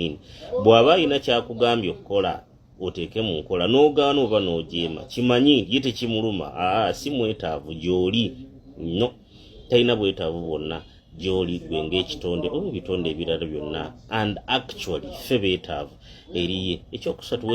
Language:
Ganda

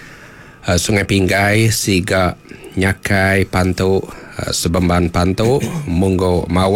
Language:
Iban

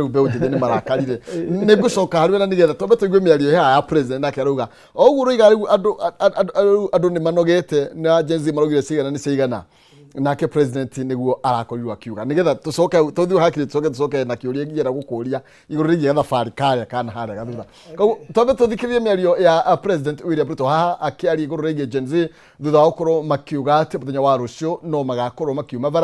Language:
Kikuyu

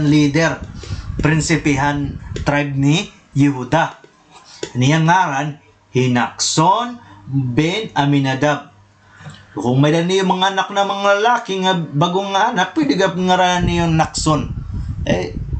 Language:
Waray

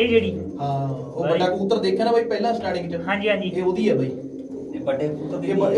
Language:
Punjabi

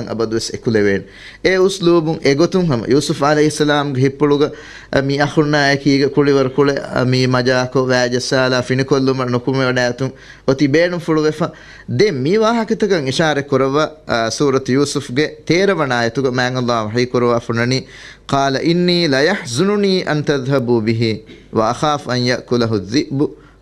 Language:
Divehi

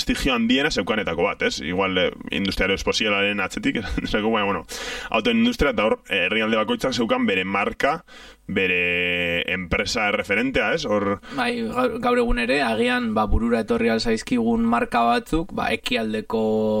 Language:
Basque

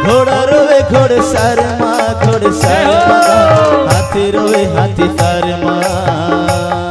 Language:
Chhattisgarhi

